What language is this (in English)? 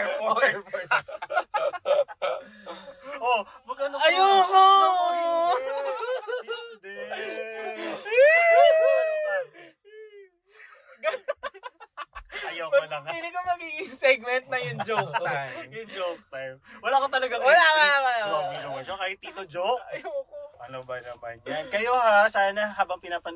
Filipino